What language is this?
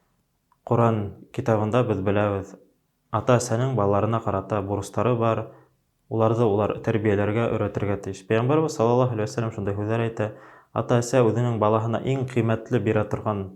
Bashkir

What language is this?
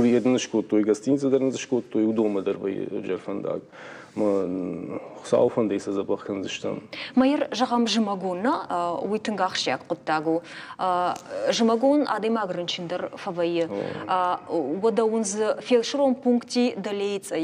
Ossetic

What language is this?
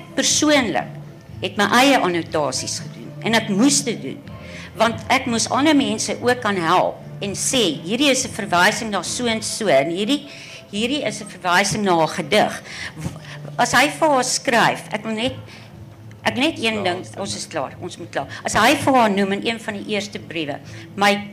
Afrikaans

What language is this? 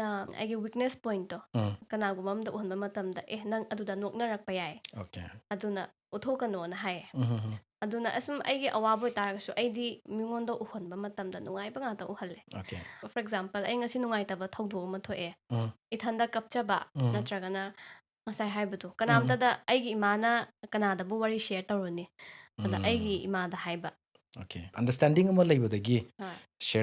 Manipuri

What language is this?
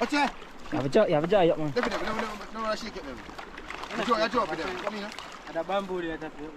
Jamaican Creole English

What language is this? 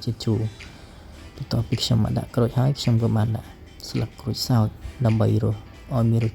Khmer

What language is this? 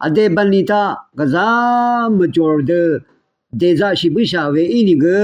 Rawang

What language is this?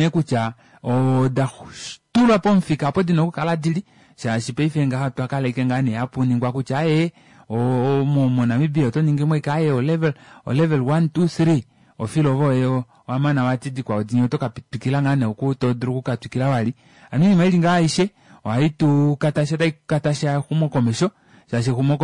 Kuanyama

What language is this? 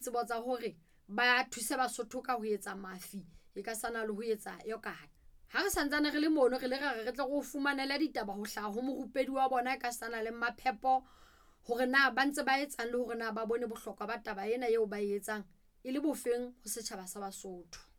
Southern Sotho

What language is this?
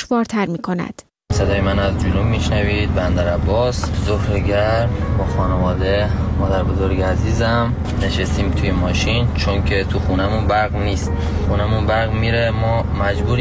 Persian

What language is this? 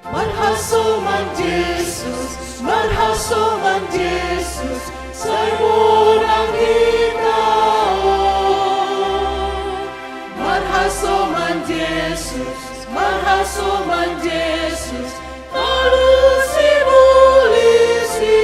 Batak Simalungun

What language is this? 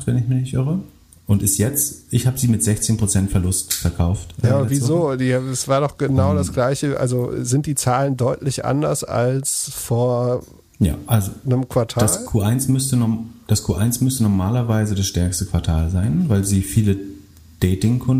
German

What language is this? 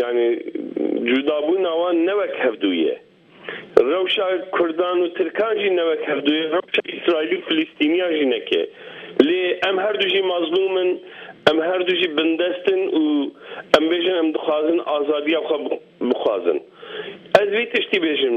Kurdish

